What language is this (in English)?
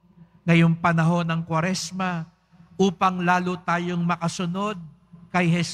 Filipino